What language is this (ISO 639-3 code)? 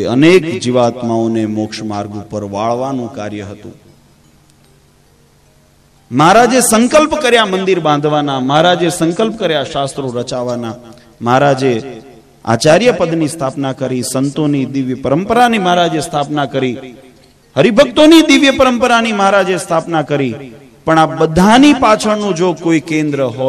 guj